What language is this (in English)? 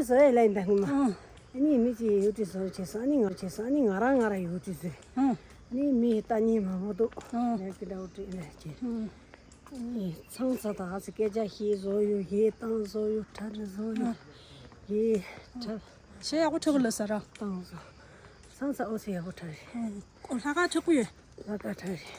Tibetan